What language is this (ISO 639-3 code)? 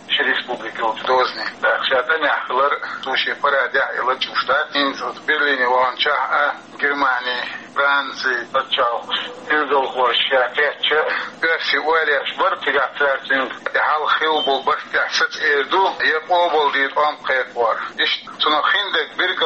che